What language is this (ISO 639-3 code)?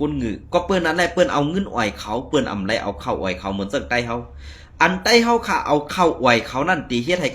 shn